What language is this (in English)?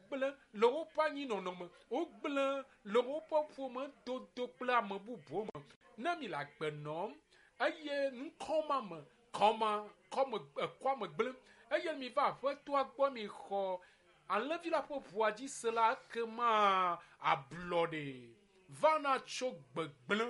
Ewe